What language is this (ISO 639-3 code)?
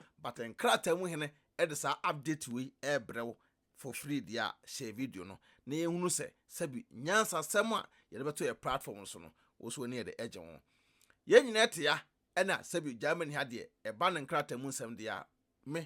aka